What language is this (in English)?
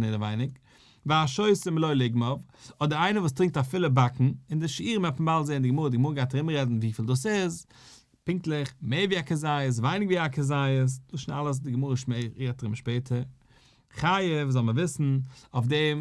Yiddish